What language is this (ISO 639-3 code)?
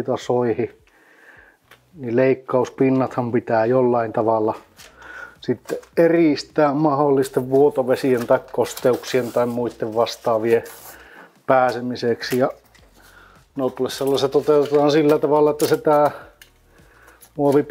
fin